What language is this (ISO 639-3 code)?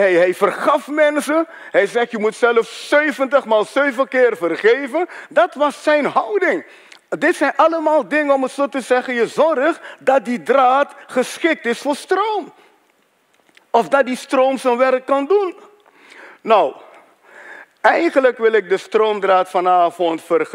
nld